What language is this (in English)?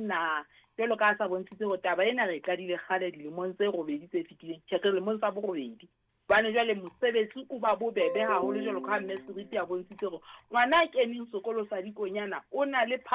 Southern Sotho